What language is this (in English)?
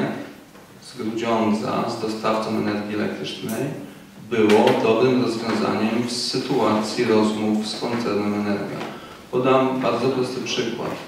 Polish